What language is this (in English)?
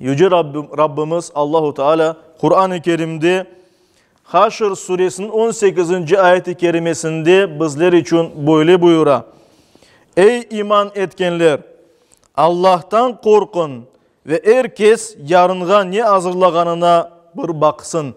Crimean Tatar